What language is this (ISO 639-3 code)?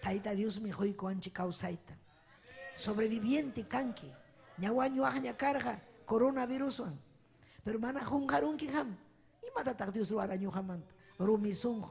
quy